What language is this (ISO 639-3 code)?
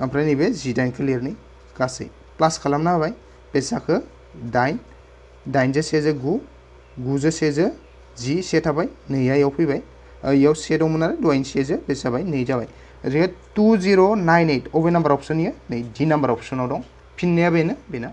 brx